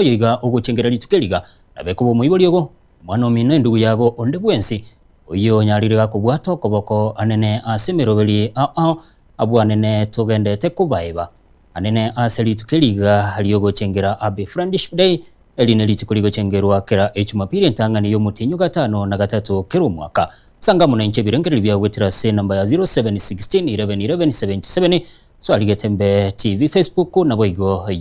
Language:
Gusii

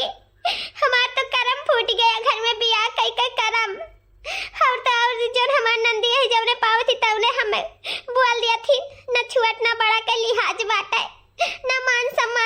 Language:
Awadhi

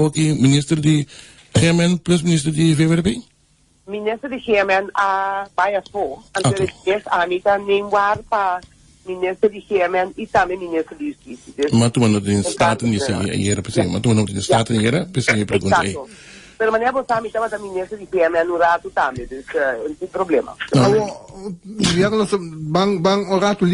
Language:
Papiamento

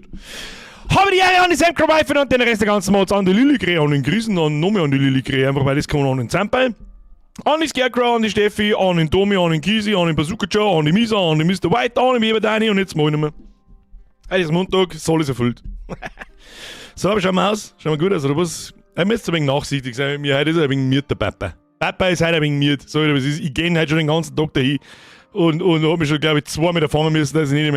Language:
Bavarian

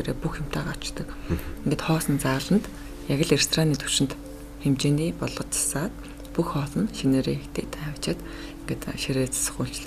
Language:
Mongolian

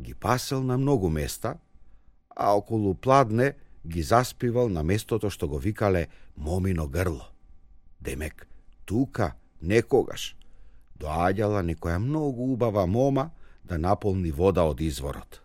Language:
Macedonian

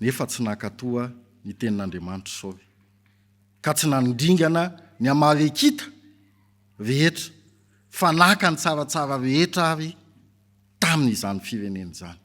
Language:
Malagasy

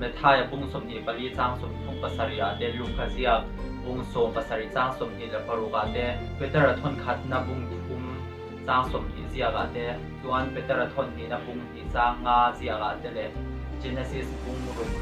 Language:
Mizo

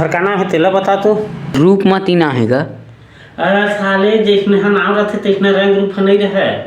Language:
Chhattisgarhi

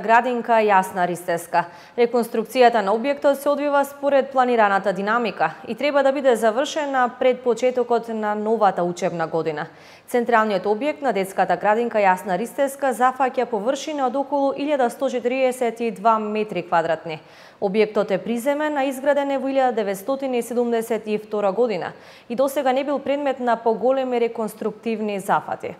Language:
Macedonian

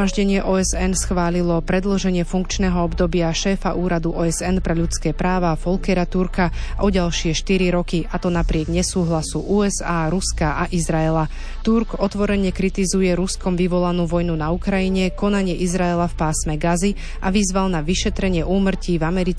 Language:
Slovak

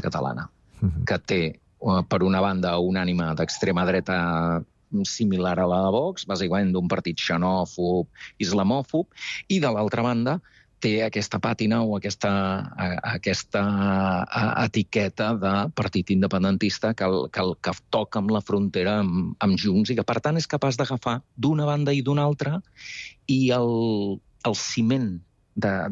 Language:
Catalan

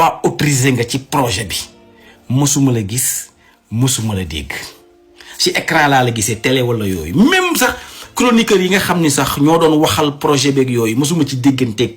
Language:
Wolof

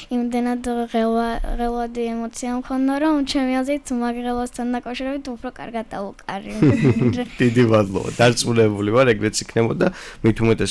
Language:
Georgian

